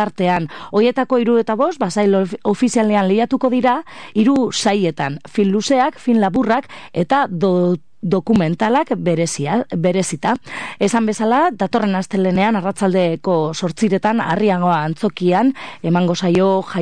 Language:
Basque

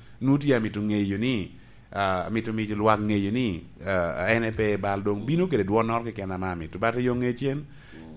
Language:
Lango (Uganda)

